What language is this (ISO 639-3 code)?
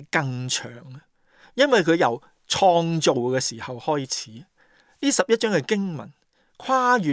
yue